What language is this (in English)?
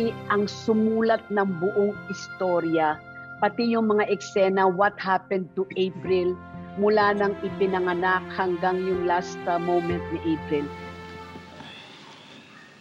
Filipino